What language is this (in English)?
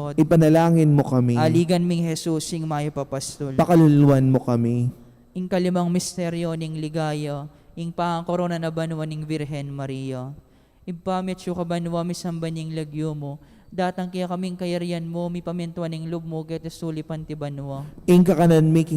Pampanga